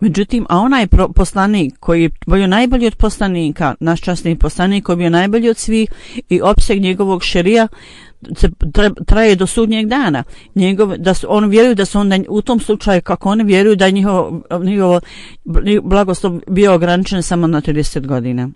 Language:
Bosnian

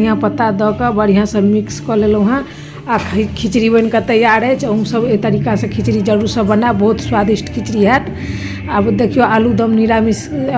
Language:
Maithili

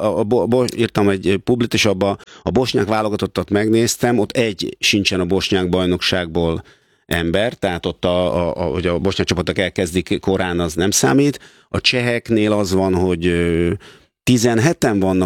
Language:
Hungarian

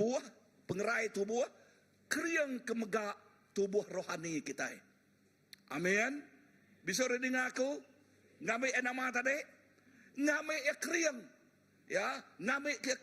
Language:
Iban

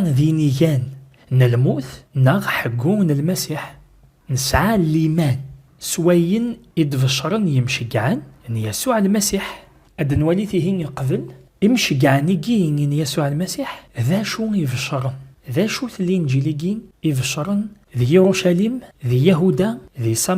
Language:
Kabyle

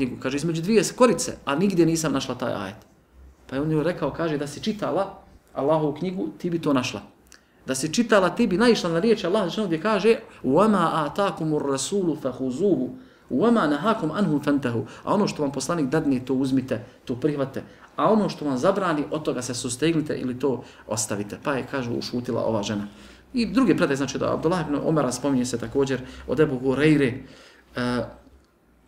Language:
Bosnian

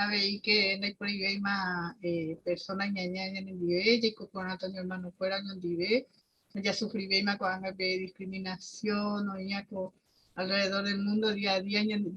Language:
Guarani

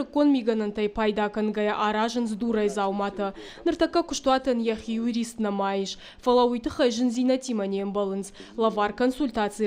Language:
Ossetic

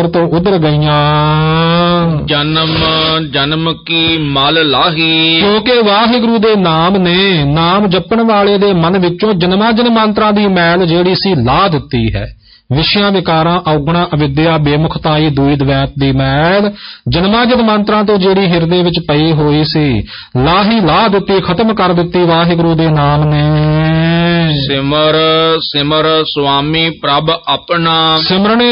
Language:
Punjabi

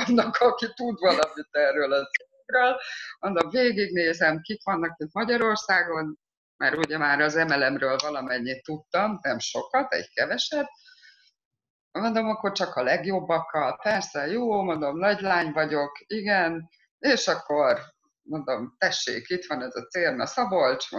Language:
Hungarian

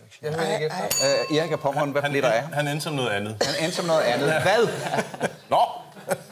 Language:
Danish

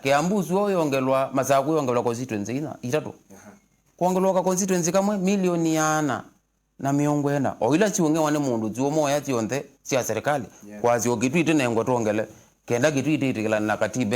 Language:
Kamba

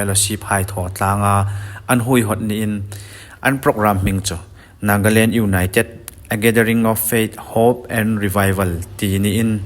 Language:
Hmar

